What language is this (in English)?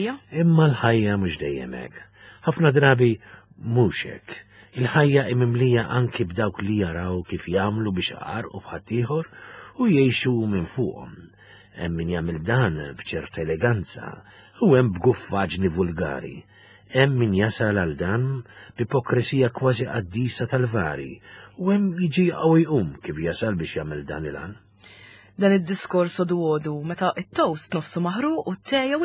Maltese